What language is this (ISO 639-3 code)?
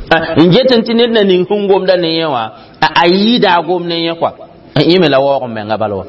mos